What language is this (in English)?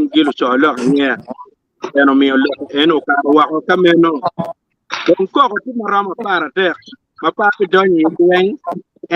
Acoli